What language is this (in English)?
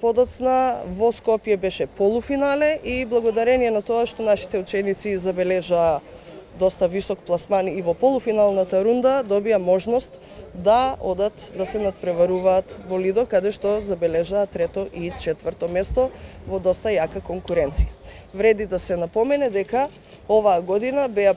Macedonian